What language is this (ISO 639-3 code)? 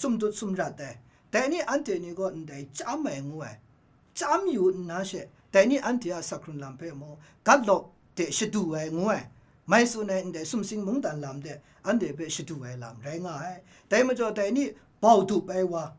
kac